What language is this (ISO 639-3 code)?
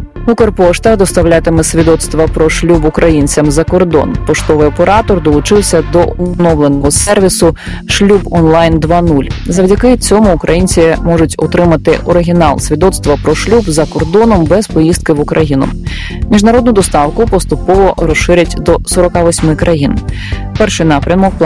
ukr